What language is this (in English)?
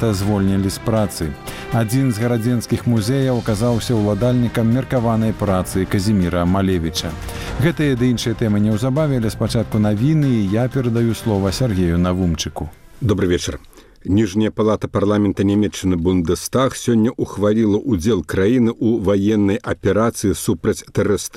Belarusian